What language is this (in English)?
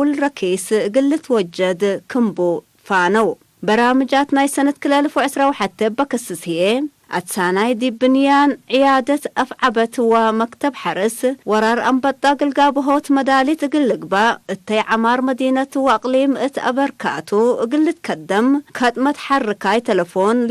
Tigre